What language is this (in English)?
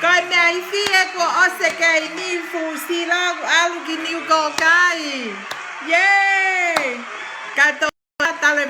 Tongan